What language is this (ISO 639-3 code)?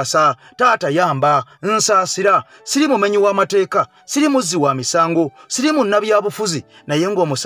lug